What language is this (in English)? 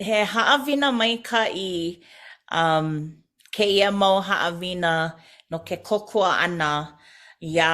Hawaiian